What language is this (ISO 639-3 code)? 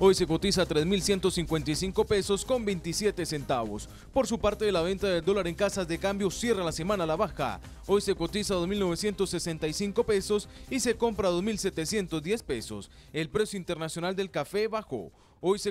spa